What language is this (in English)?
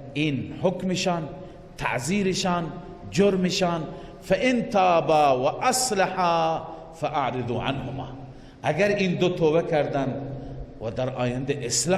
Persian